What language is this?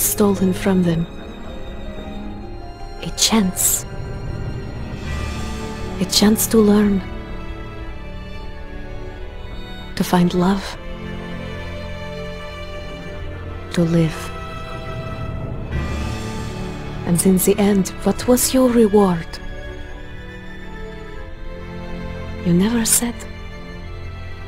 English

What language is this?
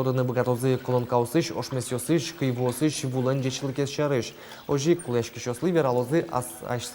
Udmurt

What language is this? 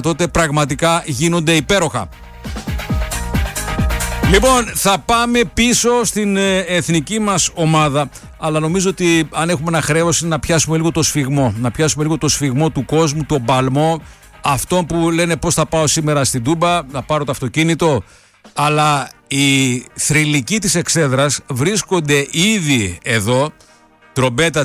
Greek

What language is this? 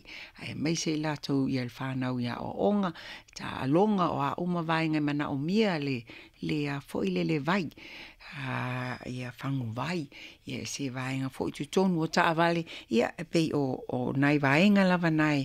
Samoan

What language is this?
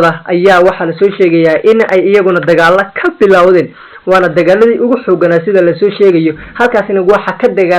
Somali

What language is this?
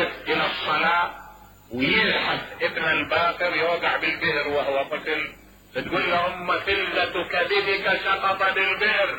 Mesopotamian Arabic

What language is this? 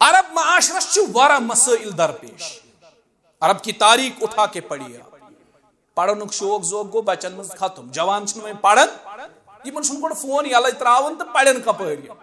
Kashmiri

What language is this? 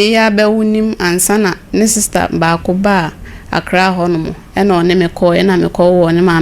Akan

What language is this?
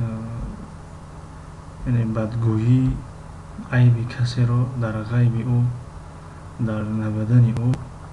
Tajik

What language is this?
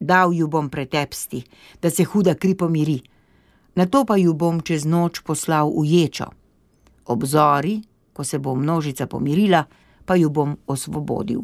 Slovenian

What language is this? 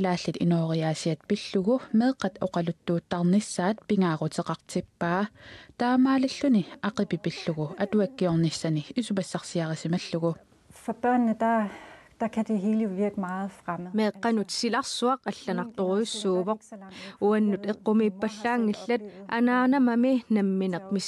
Kalaallisut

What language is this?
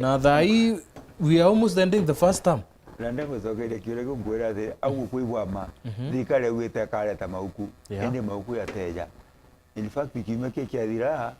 Meru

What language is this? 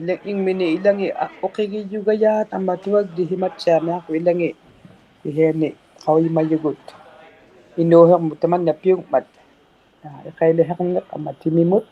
Inuktitut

